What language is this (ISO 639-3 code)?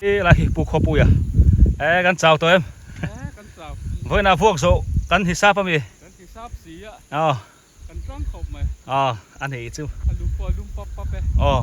biu